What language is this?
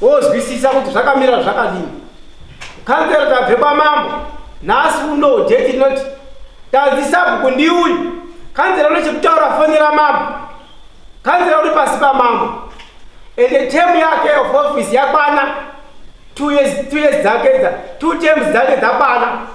Shona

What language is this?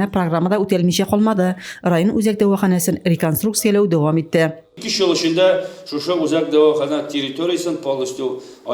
Tatar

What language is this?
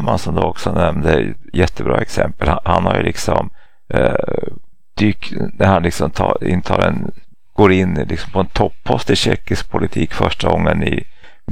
Swedish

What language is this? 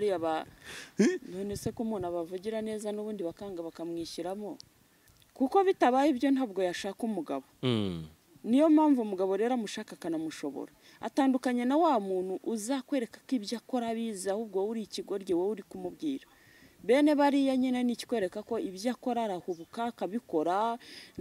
Kinyarwanda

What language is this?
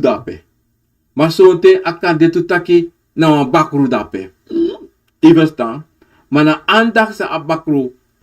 Sranan Tongo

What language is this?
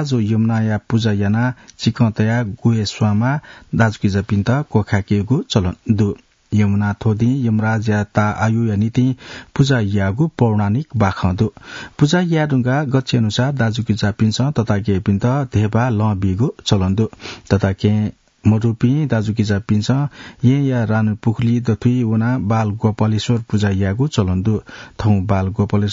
Newari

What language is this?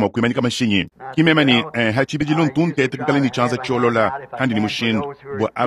Luba-Lulua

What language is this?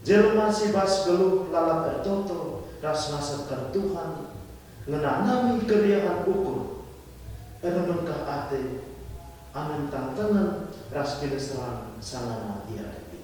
Batak Karo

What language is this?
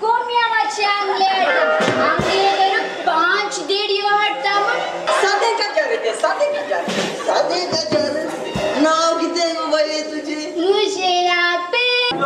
Konkani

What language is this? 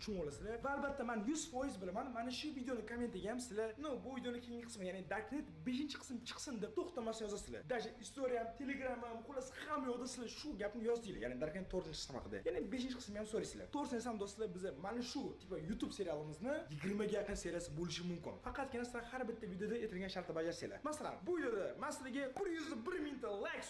Uzbek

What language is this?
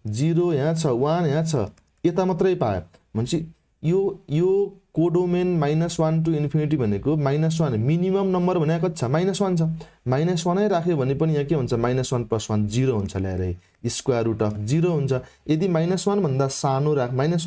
Nepali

